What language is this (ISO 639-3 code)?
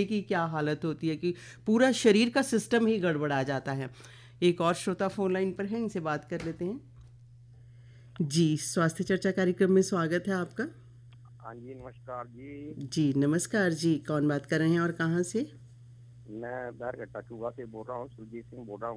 hin